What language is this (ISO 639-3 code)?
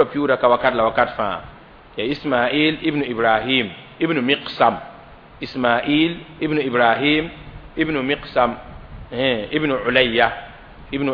mos